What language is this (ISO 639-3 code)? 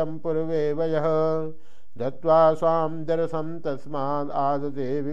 san